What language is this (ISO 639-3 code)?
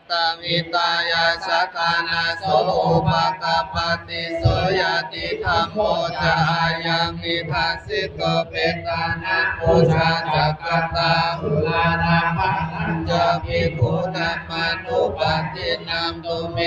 pli